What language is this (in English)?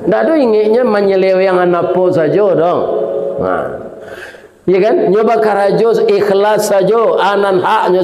Minangkabau